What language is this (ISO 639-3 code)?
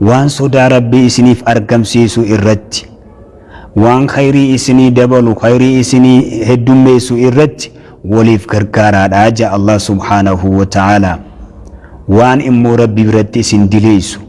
orm